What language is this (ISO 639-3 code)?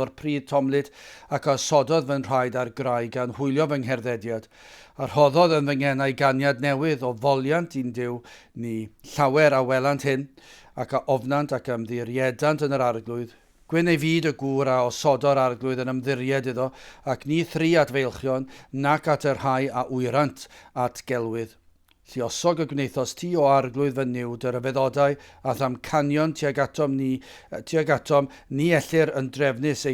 cym